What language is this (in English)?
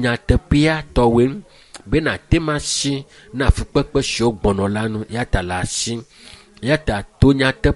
Ewe